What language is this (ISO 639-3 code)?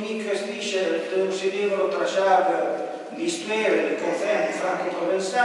frp